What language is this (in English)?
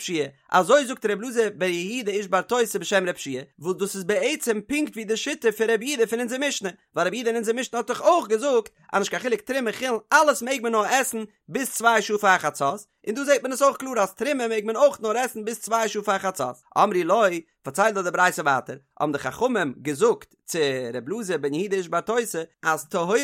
Yiddish